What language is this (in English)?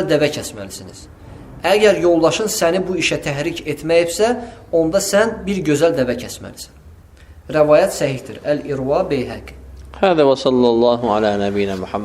Azerbaijani